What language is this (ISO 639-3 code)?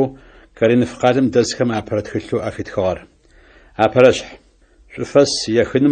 ady